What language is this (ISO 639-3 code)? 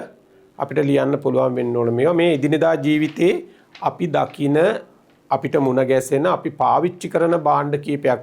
sin